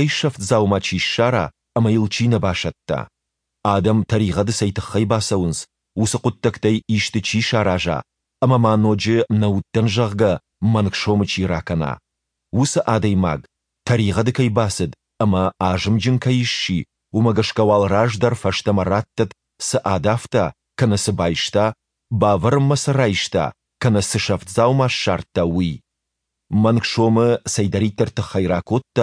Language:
Ossetic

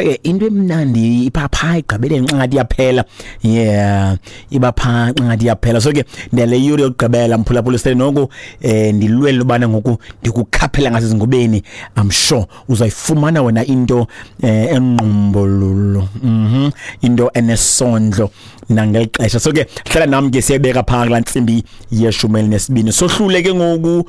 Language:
Xhosa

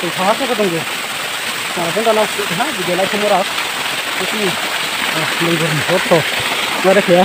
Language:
Riang (India)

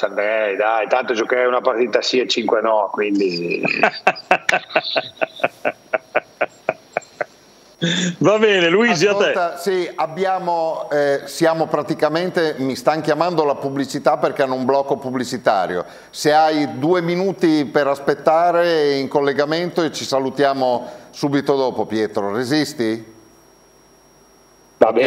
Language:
Italian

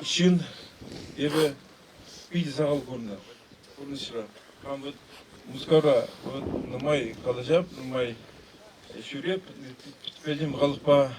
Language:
Chuvash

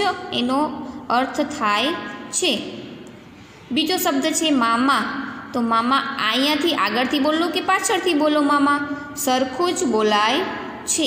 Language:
Gujarati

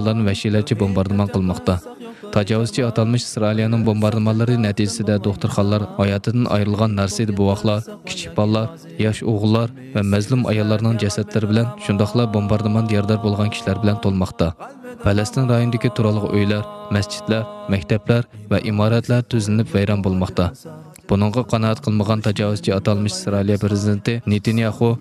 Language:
Uyghur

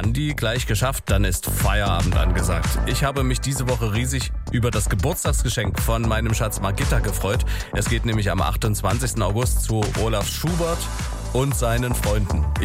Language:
German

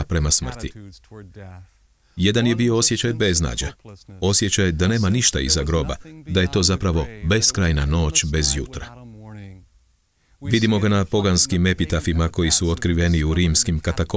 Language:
Croatian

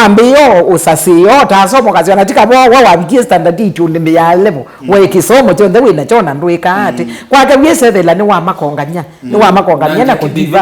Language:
Kamba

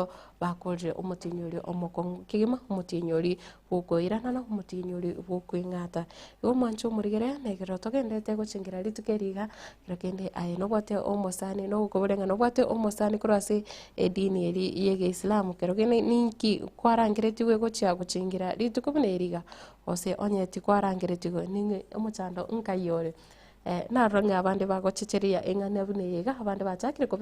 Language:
Gusii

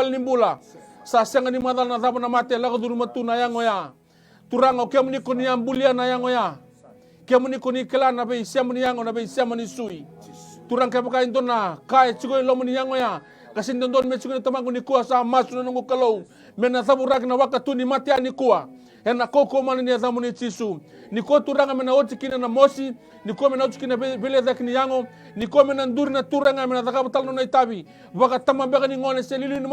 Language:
Fijian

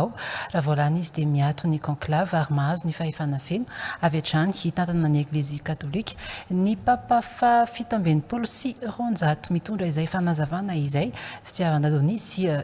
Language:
Malagasy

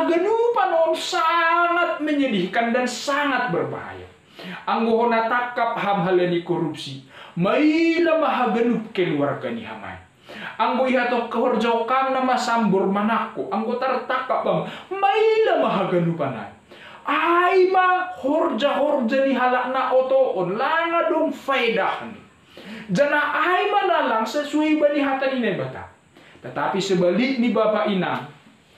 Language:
Batak Simalungun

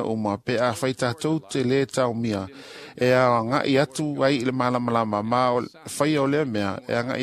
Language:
Samoan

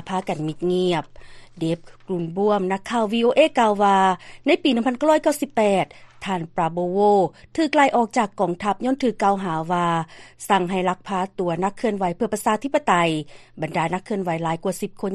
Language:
Lao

